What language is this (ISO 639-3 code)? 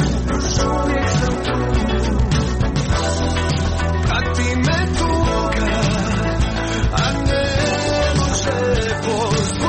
hrv